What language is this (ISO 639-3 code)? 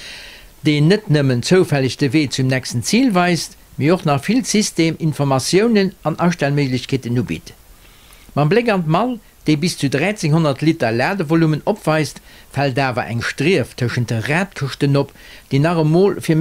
ltz